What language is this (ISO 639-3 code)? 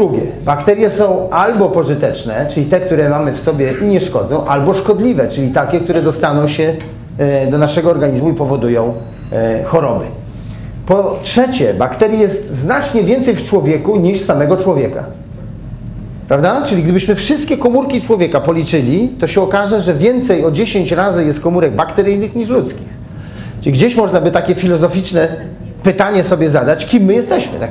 pol